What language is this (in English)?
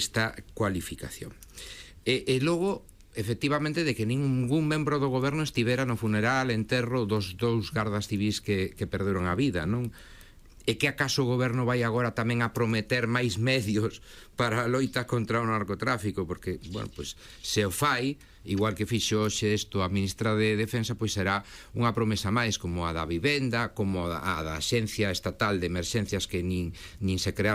Galician